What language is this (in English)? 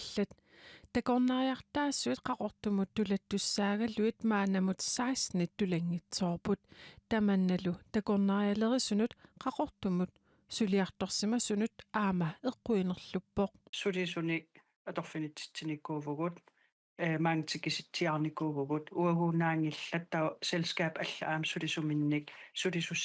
Kalaallisut